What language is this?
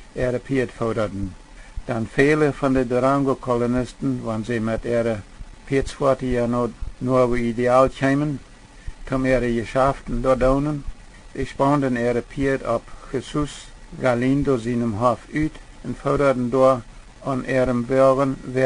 Plautdietsch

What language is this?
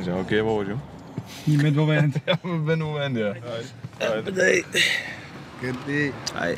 Western Frisian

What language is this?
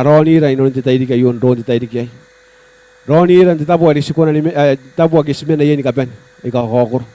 Gilbertese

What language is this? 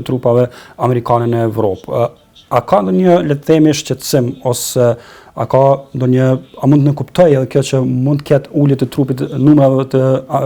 Albanian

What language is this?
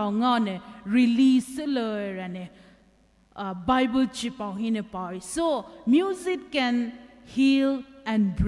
Poumei Naga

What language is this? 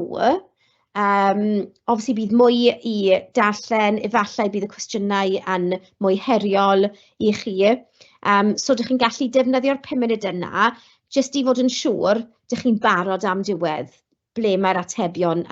Welsh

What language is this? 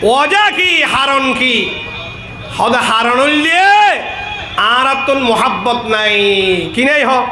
Rohingya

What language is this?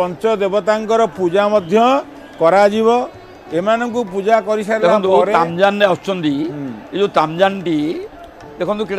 Odia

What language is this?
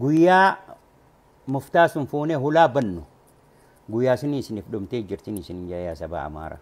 Oromo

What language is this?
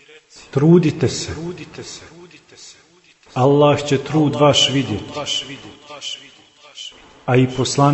Bosnian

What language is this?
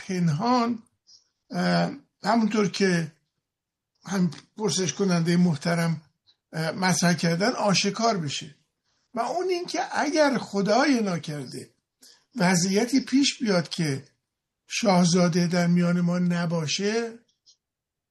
Persian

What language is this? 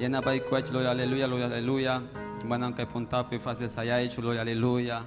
Ayacucho Quechua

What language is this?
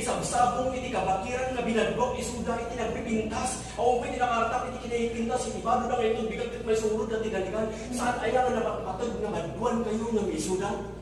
Iloko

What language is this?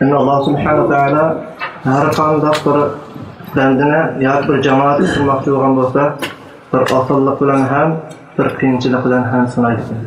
Uyghur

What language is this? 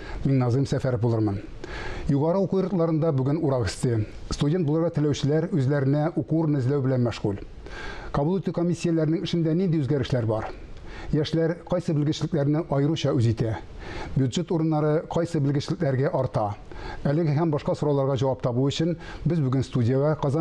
Tatar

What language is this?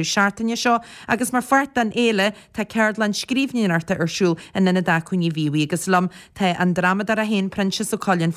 Irish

